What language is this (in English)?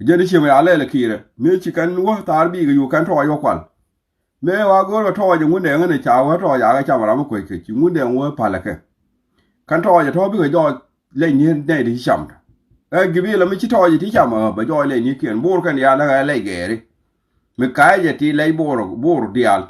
Nuer